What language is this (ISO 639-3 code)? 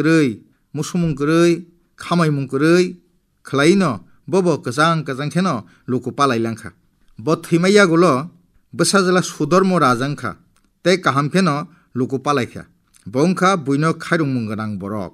trp